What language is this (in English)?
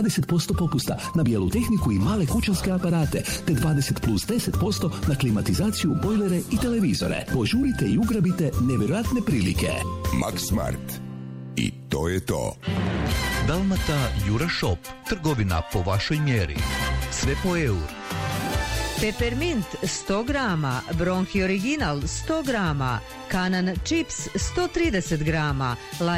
Croatian